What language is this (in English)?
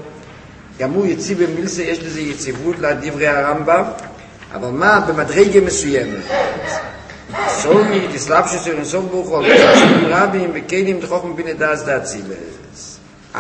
Hebrew